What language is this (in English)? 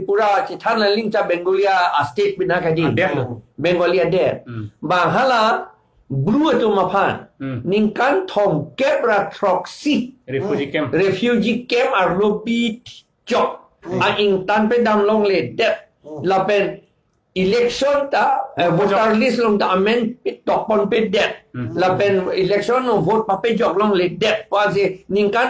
Karbi